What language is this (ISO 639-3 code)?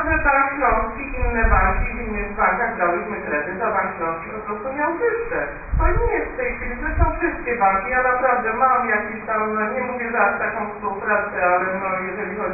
pol